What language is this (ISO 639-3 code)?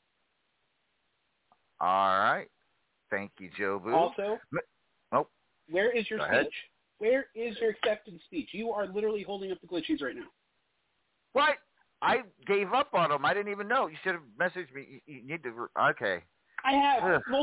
eng